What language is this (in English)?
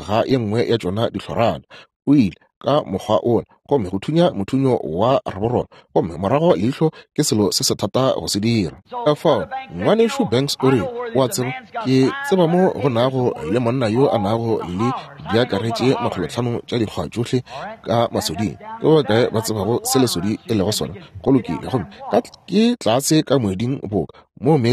Northern Sotho